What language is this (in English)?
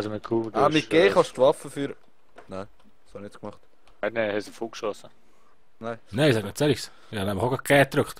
Swiss German